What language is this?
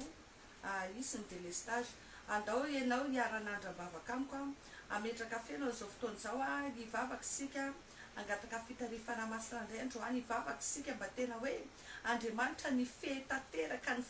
Malagasy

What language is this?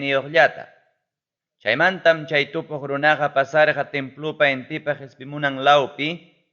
Ayacucho Quechua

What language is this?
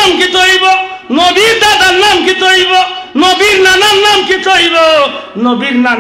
Sylheti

